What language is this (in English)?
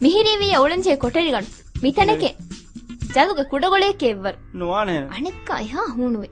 Divehi